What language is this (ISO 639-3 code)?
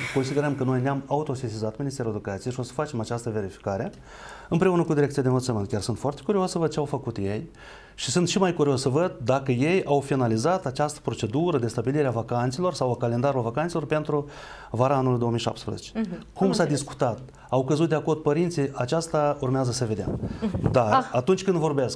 ron